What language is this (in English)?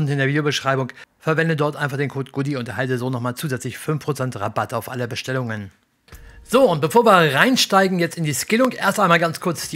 German